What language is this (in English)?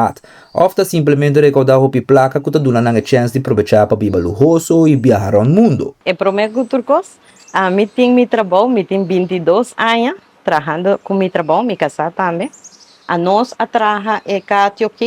Papiamento